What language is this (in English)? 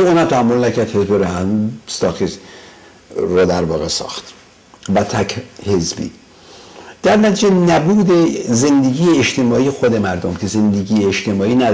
Persian